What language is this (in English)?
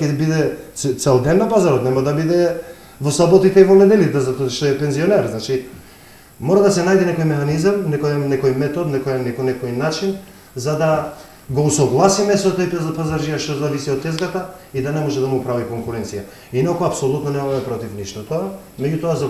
Macedonian